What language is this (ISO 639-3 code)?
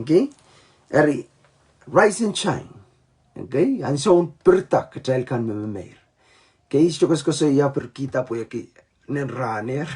pon